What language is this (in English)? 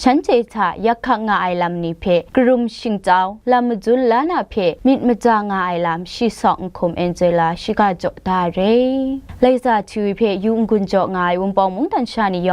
Kachin